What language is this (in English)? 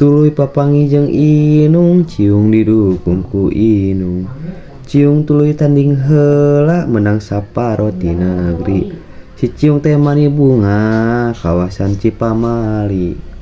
Sundanese